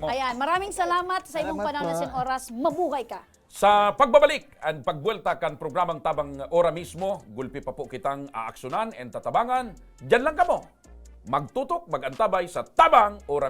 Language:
Bikol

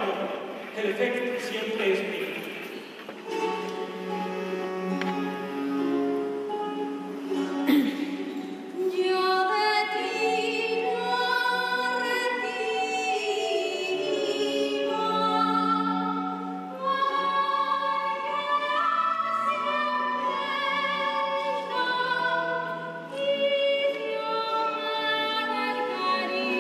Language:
Spanish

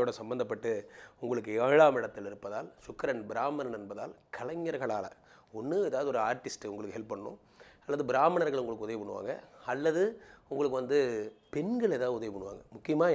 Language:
Tamil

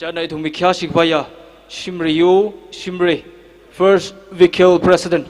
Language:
Tangkhul Naga (India)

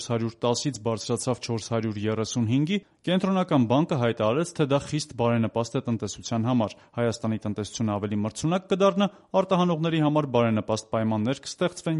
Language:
Armenian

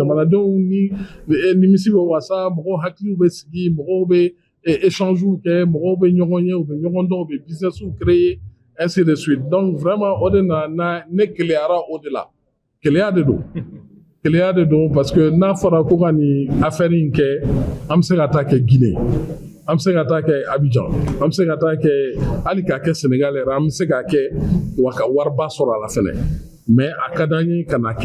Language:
Bambara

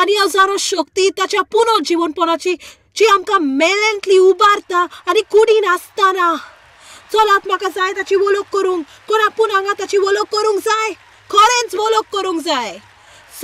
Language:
Konkani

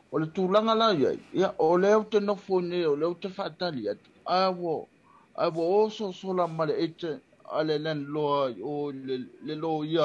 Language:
Samoan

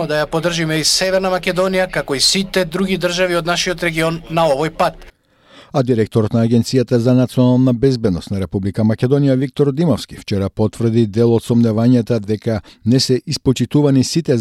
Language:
Macedonian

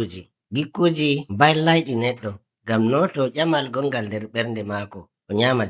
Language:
Nigerian Fulfulde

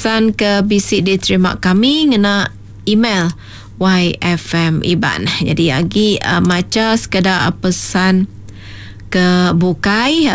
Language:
Iban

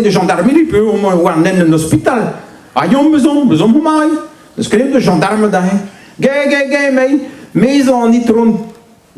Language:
Breton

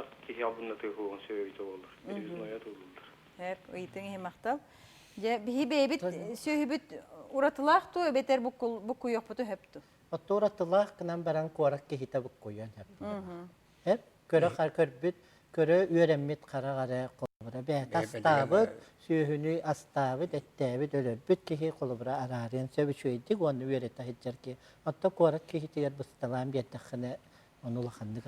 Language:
Yakut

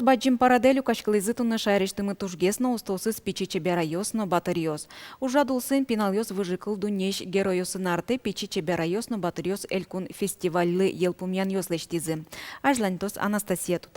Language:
Udmurt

